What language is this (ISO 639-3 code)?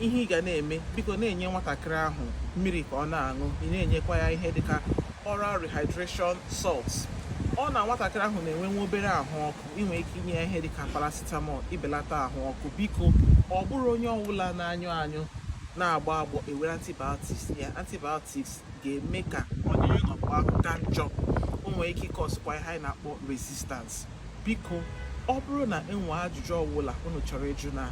ibo